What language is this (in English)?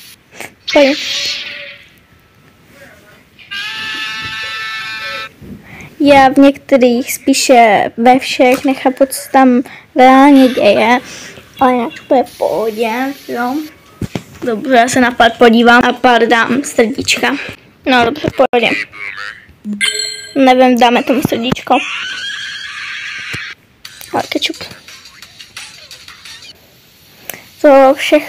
Czech